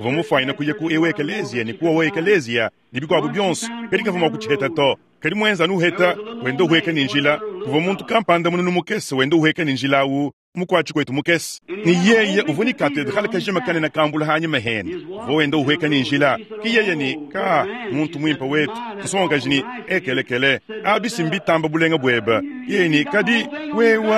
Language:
Luba-Lulua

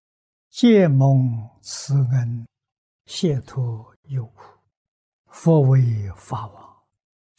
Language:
Chinese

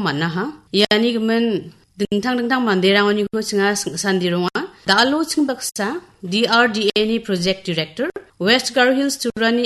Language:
Garo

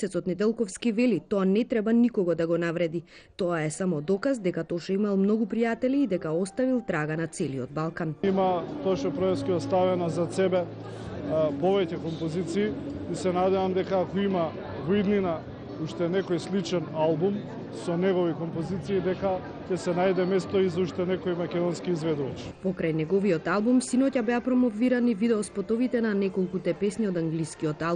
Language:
Macedonian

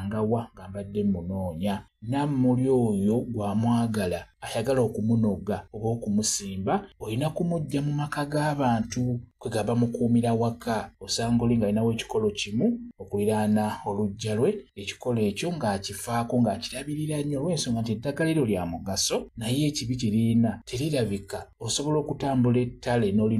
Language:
Ganda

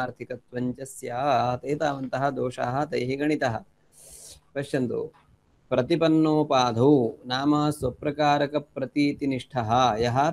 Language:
Sanskrit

